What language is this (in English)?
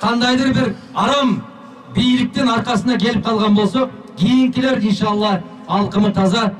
Kyrgyz